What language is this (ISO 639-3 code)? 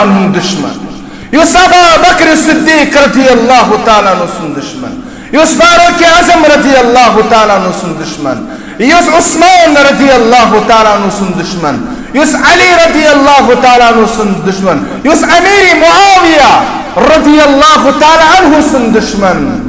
kas